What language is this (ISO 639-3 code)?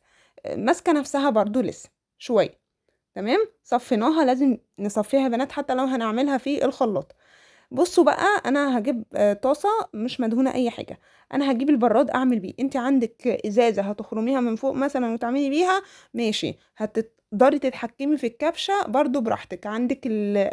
arz